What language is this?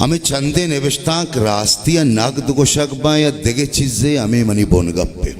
Baluchi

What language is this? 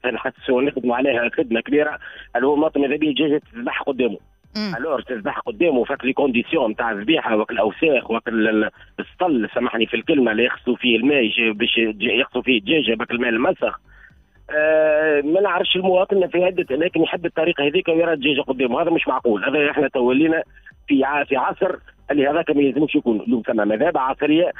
Tunisian Arabic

